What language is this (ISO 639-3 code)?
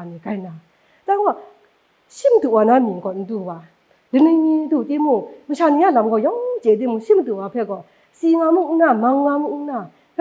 kac